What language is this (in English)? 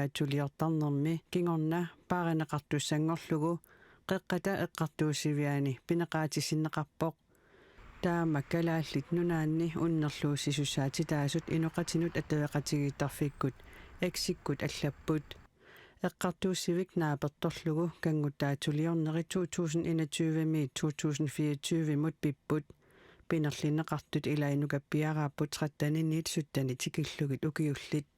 Kalaallisut